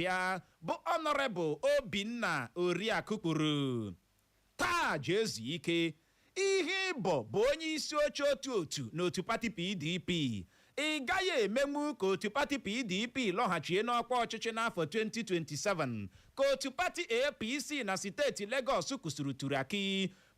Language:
Igbo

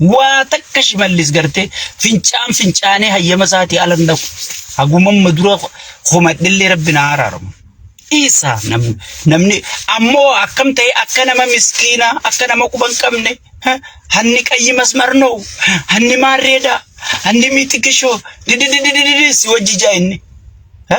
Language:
Oromo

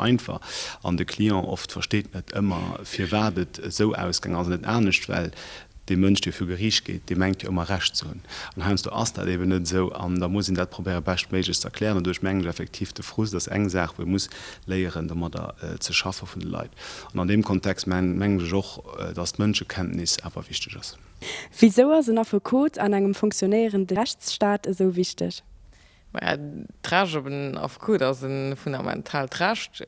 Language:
Luxembourgish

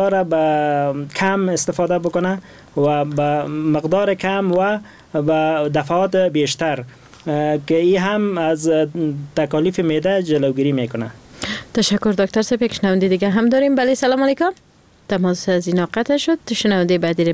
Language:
Persian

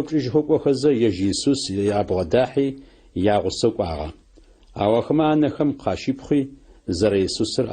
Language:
Adyghe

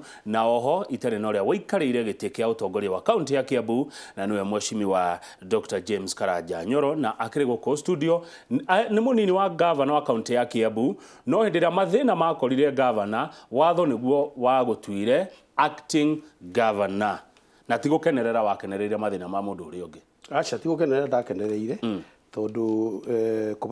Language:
Kikuyu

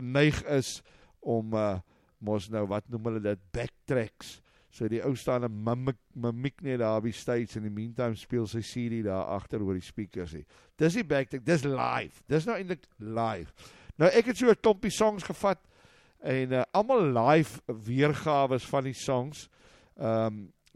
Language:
Afrikaans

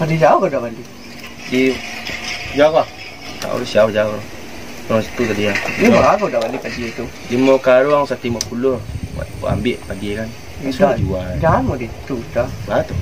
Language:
Minangkabau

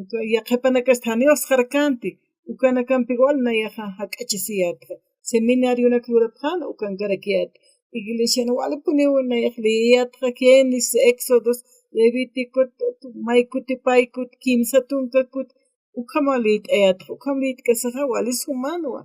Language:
Aymara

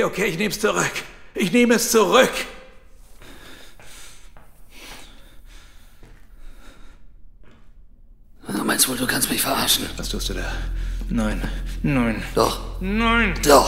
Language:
German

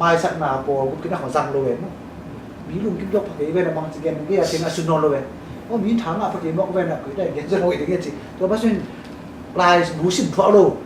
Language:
Tedim Chin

